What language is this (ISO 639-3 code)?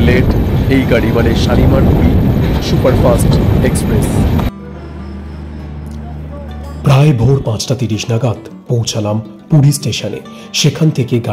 ben